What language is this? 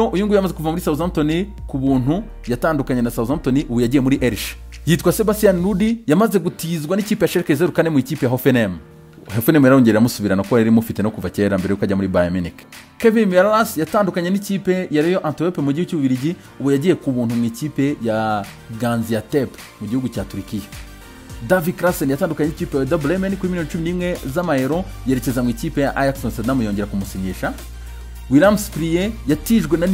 Kinyarwanda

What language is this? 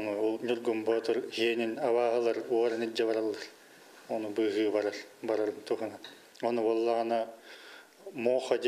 Yakut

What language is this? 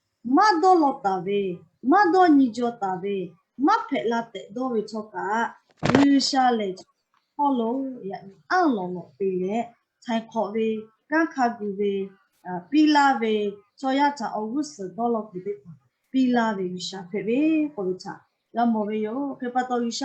Lahu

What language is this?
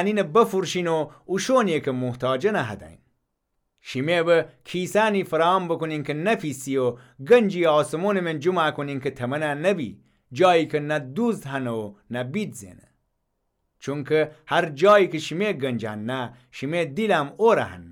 Gilaki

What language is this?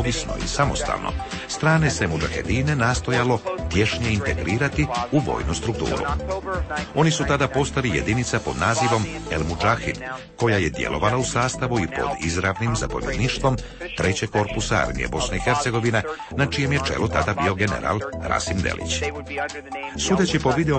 Croatian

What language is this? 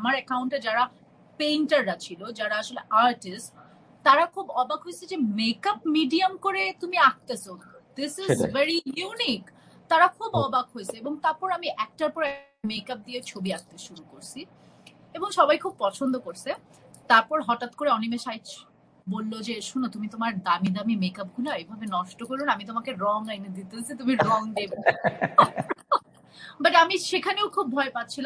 Bangla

